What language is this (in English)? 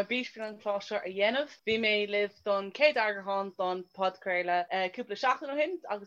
Irish